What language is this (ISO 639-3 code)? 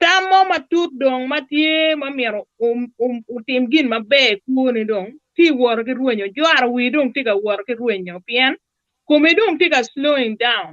ach